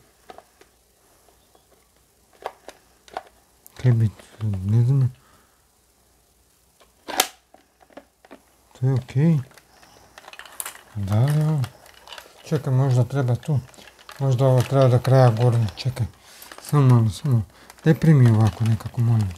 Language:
Croatian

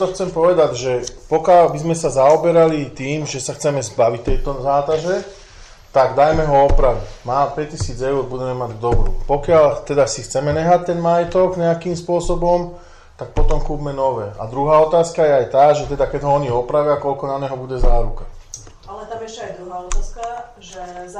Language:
Slovak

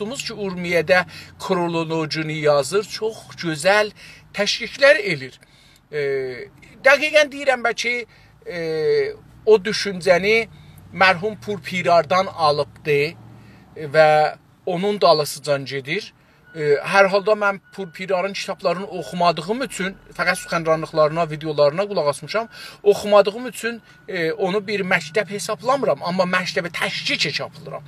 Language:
South Azerbaijani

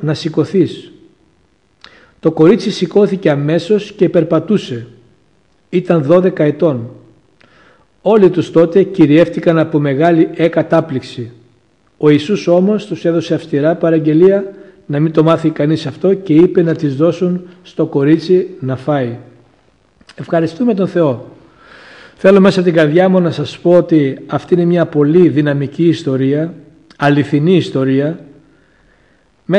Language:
Greek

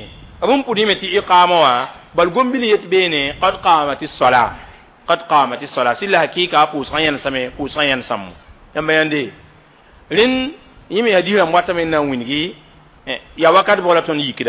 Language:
Mossi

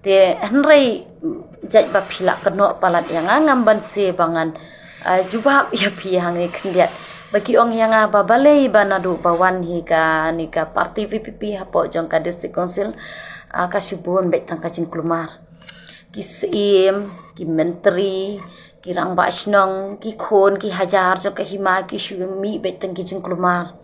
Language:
Khasi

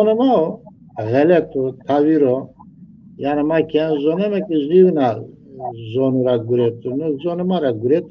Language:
Zaza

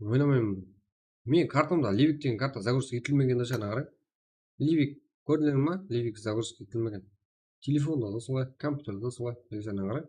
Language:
Kara-Kalpak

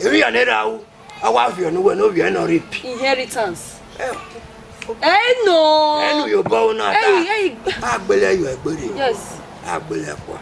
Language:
Bini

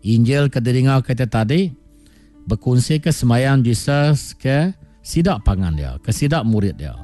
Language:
Iban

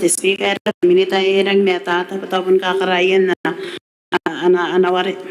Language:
Gilbertese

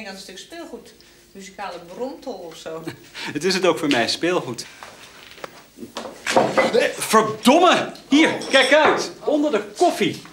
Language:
Dutch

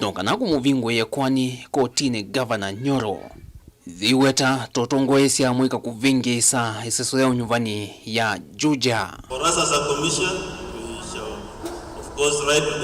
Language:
Kamba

